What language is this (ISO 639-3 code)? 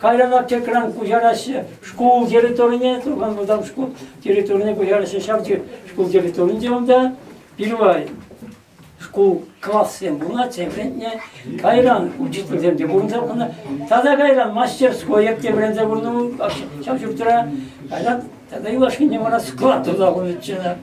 chv